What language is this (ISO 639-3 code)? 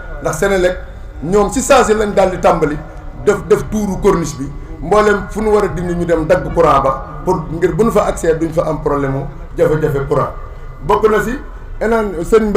wol